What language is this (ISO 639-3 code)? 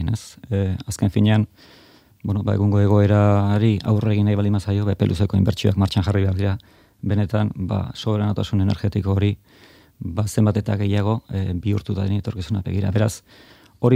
eus